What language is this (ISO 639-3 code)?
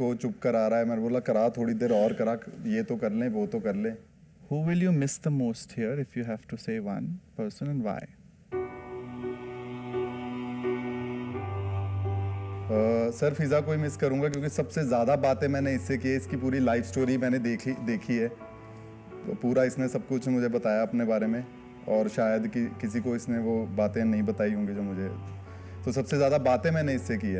hin